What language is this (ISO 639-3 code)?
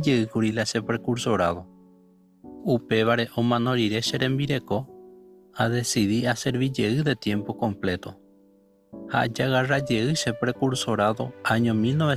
grn